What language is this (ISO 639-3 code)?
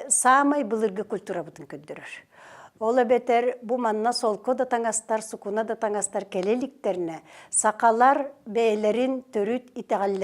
sah